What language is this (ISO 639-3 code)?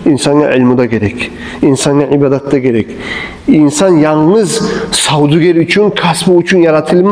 kum